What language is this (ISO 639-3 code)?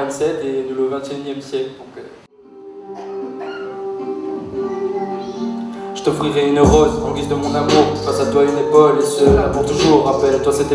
fra